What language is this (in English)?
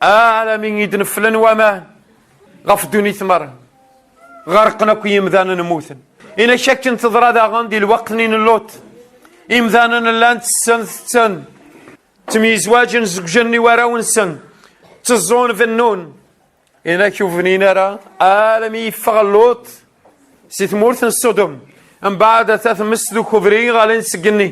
Kabyle